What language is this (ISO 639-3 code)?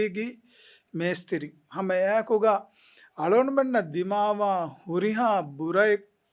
div